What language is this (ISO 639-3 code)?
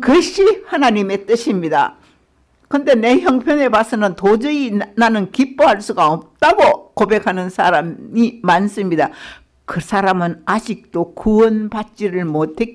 kor